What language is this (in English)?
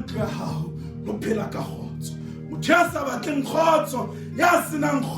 Southern Sotho